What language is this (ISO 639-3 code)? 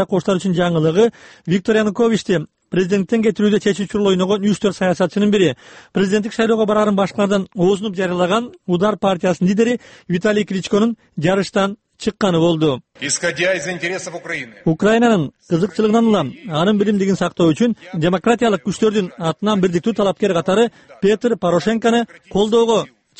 kir